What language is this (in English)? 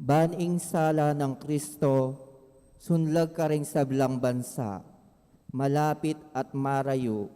Pampanga